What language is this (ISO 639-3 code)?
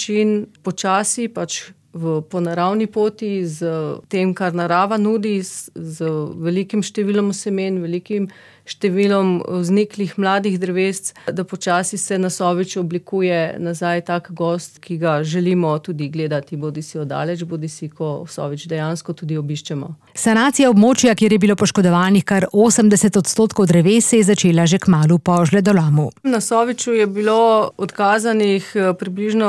slv